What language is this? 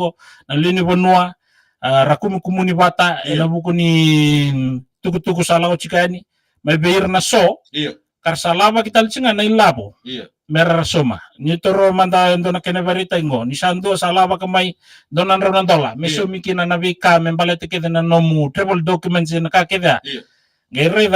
Fijian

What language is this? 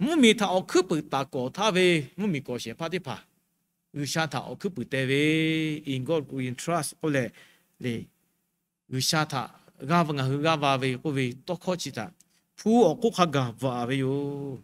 Lahu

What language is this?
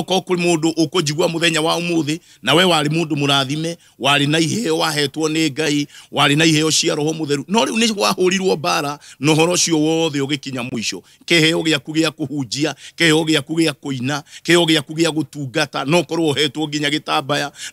Kikuyu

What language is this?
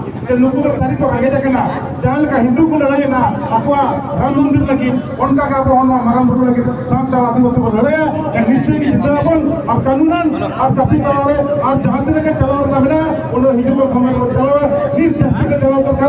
Santali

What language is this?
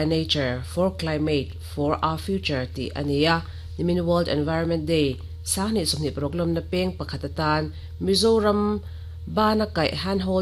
Mizo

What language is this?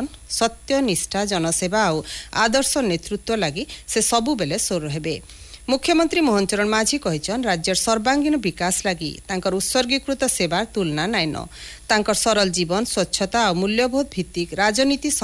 Odia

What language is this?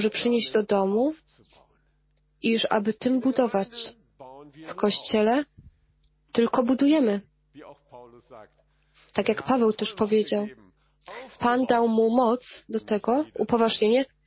Polish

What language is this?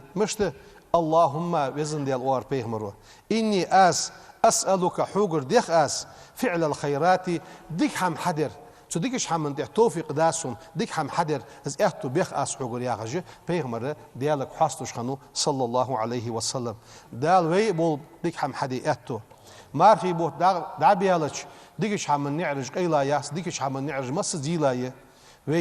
Ingush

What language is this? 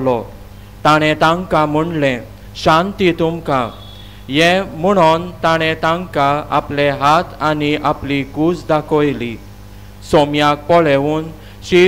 Konkani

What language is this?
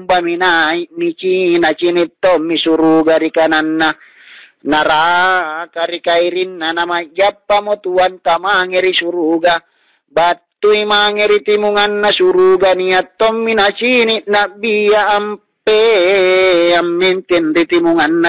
Makasar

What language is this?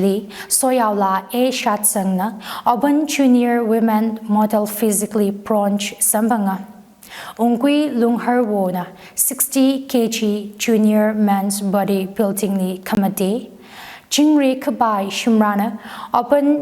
Tangkhul Naga (India)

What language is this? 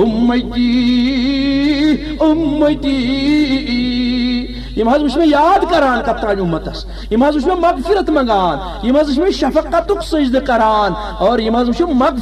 Kashmiri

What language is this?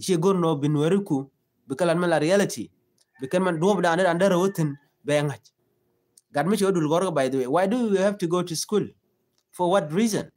Nuer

